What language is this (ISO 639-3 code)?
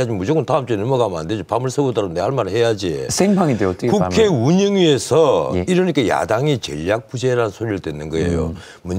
kor